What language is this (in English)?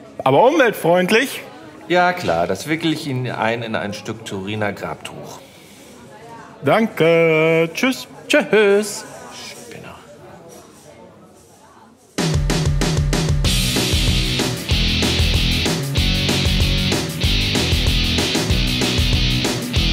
German